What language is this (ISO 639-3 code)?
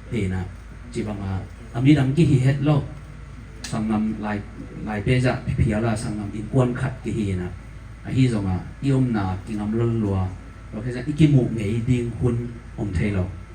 ctd